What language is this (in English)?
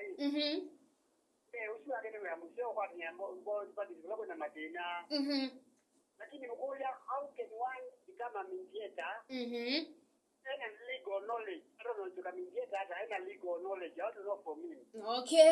Kamba